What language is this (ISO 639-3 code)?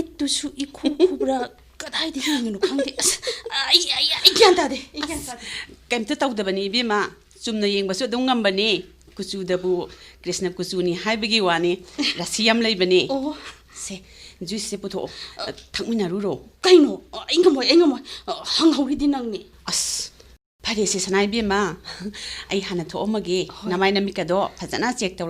mni